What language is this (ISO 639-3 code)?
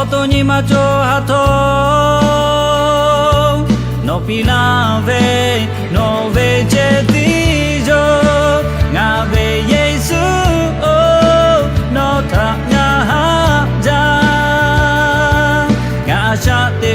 lhu